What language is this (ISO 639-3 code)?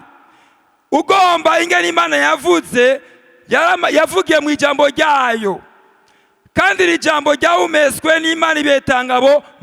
run